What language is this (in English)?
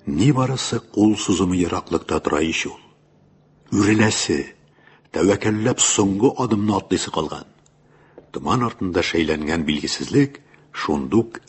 Tatar